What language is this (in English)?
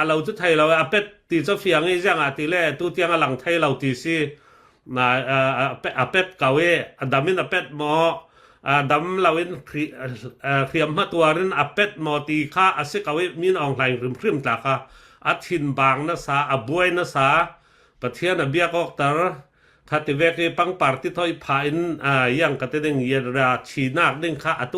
Falam Chin